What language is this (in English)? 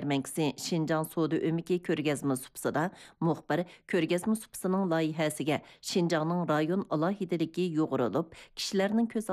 Uyghur